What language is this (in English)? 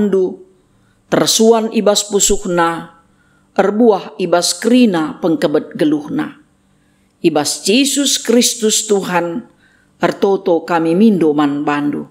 Batak Karo